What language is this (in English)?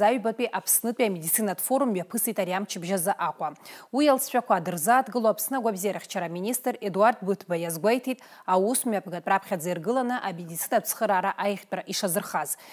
Abkhazian